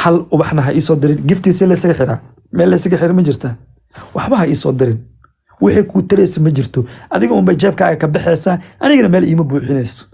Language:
Somali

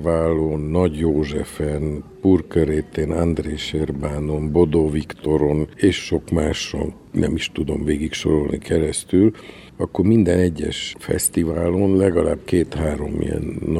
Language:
Hungarian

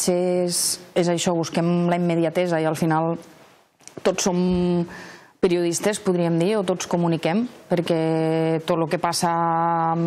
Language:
Catalan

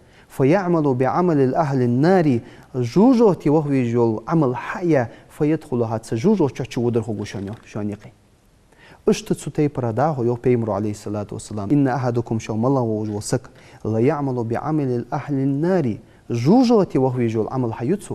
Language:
Ingush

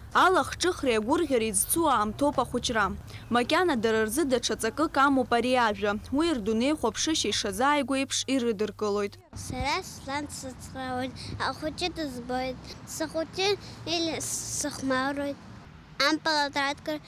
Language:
Abkhazian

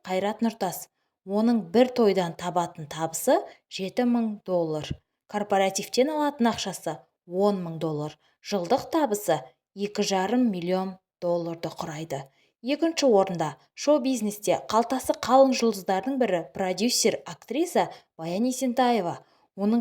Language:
Kazakh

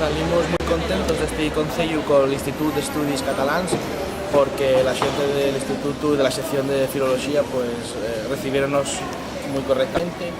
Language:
Asturian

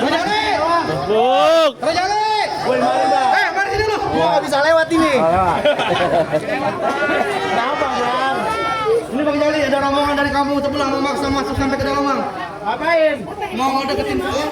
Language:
Betawi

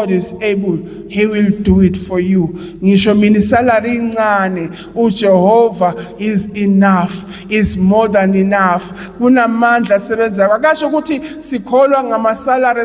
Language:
Zulu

